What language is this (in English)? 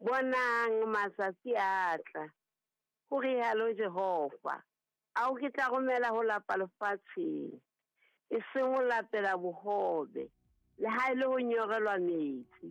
Southern Sotho